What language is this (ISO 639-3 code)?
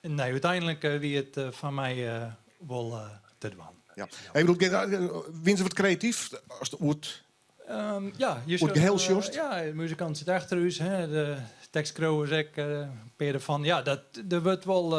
fry